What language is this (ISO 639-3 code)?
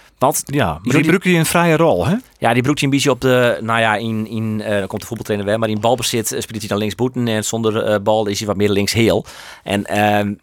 fry